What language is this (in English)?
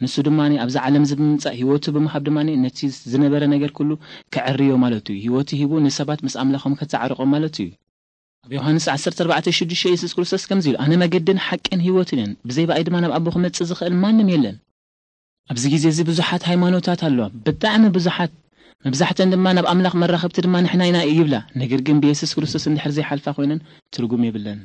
Tigrinya